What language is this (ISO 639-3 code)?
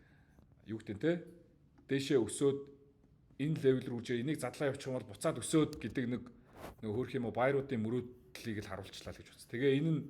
mon